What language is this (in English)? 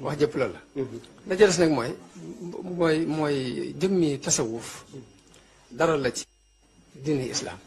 Wolof